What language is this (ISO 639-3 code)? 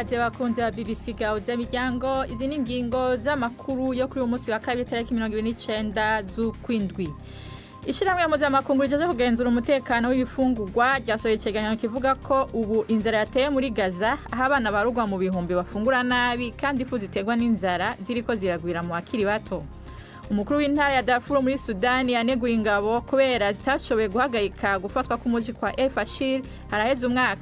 run